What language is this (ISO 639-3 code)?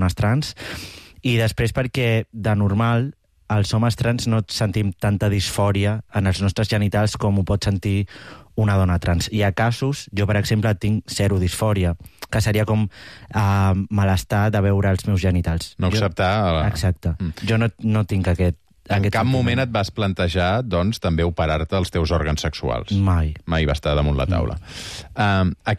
cat